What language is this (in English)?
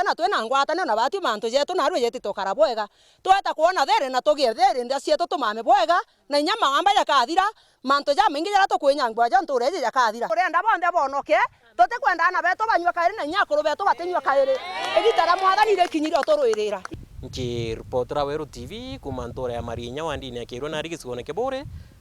Meru